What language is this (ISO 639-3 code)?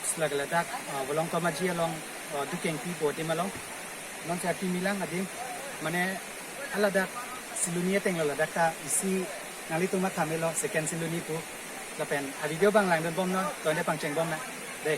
mjw